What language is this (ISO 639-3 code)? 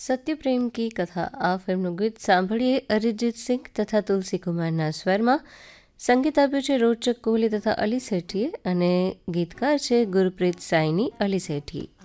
guj